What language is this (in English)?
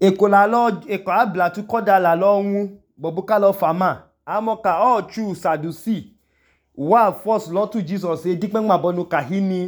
Idoma